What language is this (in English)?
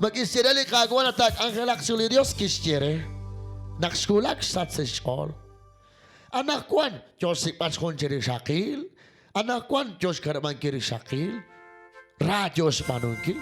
Kekchí